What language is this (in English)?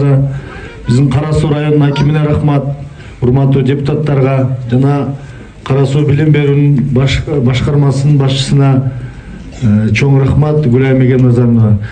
Kyrgyz